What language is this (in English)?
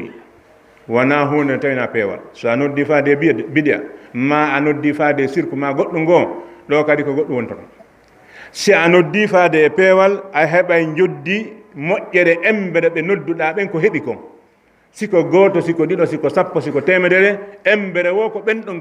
Fula